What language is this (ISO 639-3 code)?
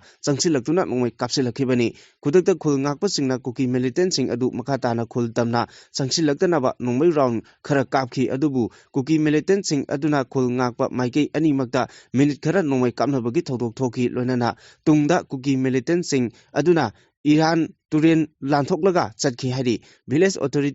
mni